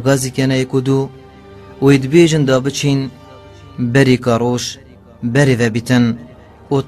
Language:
Kurdish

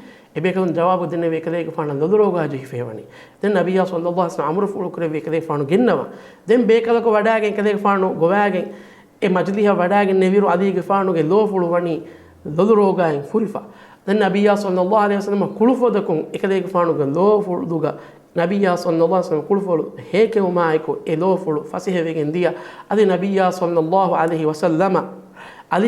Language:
Divehi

